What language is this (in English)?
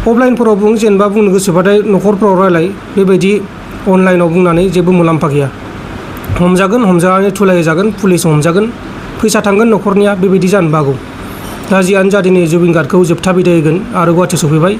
Bodo